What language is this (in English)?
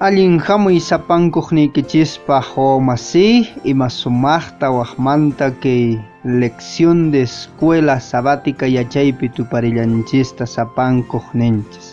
Quechua